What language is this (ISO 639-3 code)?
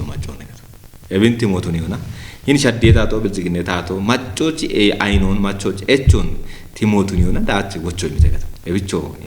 kbr